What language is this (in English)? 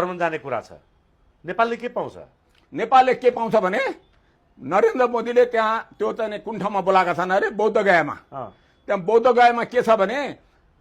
Nepali